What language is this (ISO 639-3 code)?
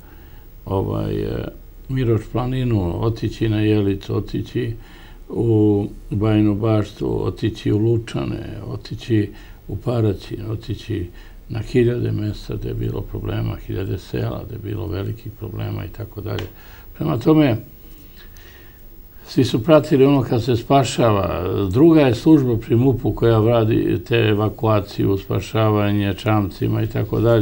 srp